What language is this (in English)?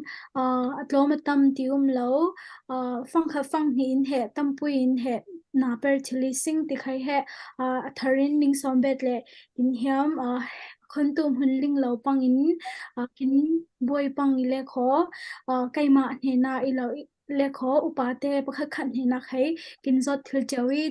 Falam Chin